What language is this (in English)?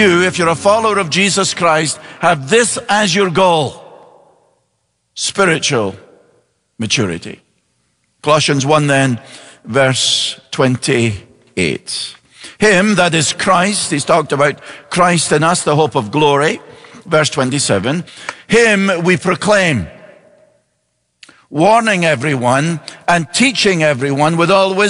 English